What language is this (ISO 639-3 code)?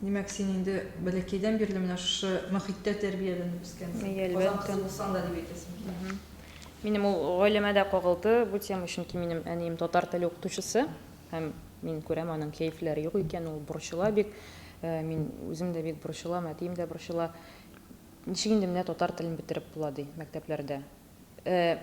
tat